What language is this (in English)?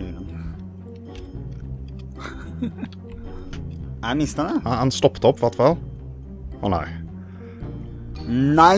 Norwegian